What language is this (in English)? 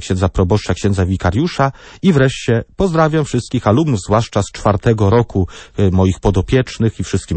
Polish